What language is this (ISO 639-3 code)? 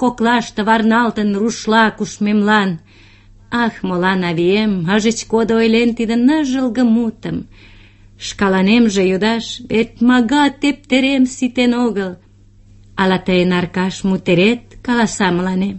chm